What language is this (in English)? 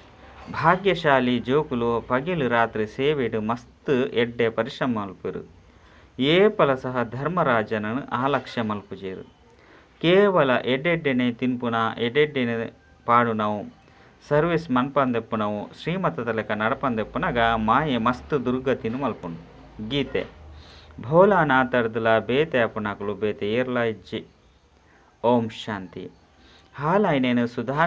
Tulu